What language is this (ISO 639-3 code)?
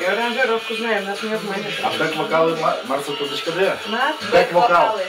udm